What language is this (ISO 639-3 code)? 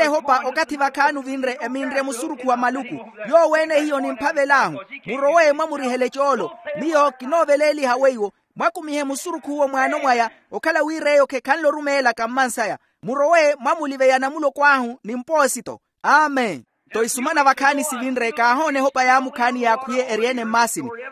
vmw